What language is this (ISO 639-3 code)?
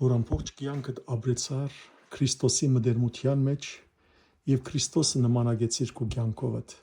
hyw